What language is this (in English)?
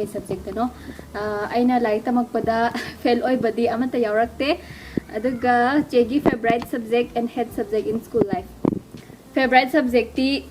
Manipuri